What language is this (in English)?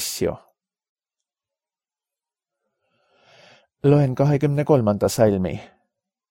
Estonian